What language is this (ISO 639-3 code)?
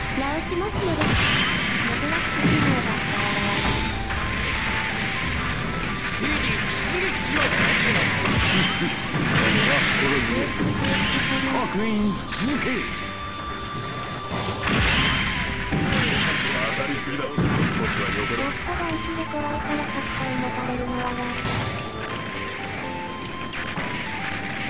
jpn